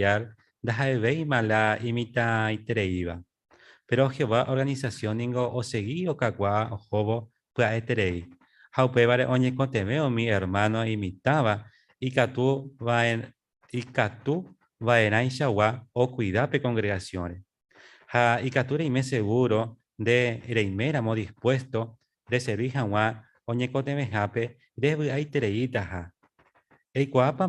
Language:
Guarani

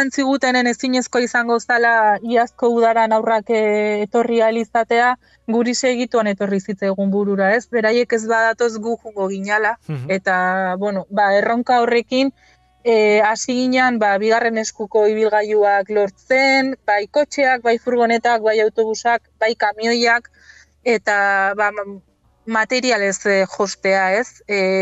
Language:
Basque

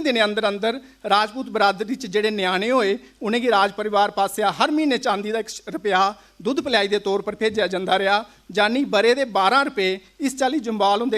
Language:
Dogri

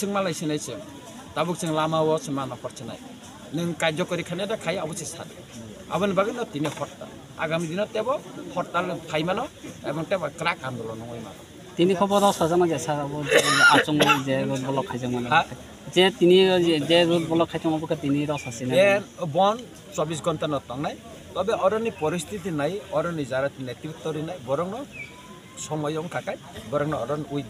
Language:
Kok Borok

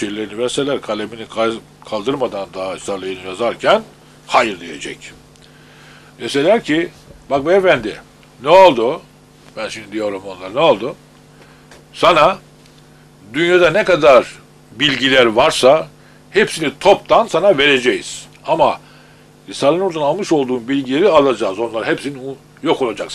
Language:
Turkish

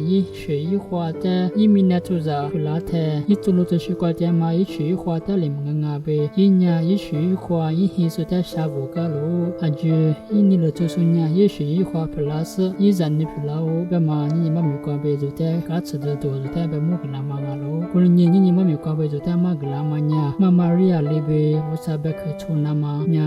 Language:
Lisu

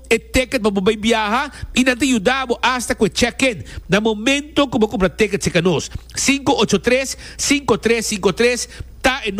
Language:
Papiamento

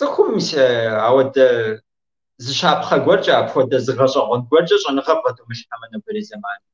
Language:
Kabardian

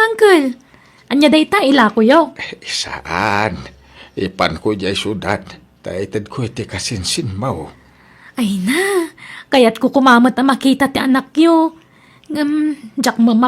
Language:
Iloko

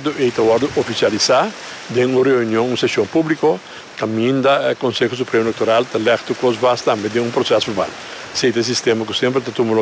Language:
Papiamento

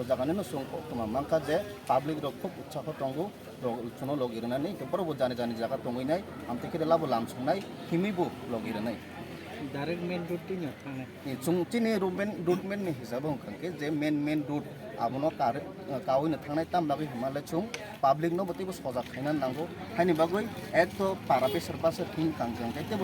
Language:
Kok Borok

